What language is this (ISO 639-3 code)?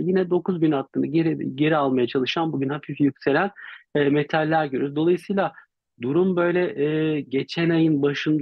tur